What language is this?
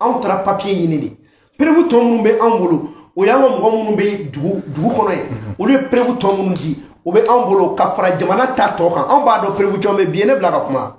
Bambara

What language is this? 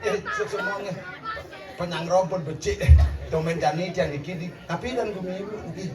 Balinese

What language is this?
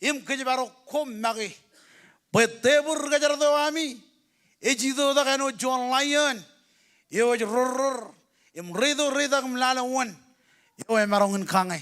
Marshallese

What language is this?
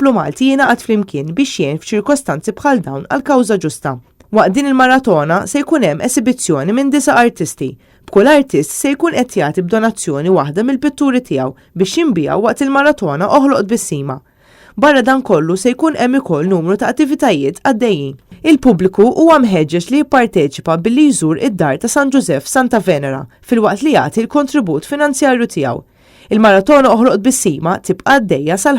Maltese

